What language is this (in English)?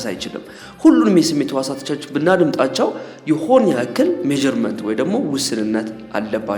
Amharic